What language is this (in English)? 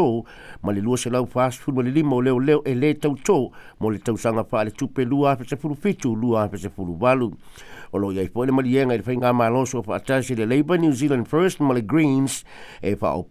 Samoan